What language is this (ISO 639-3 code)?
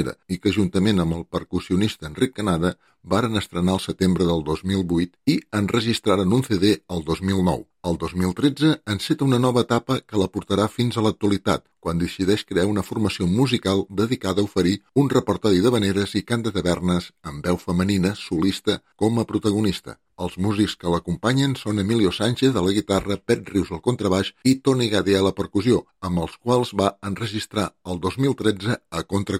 cat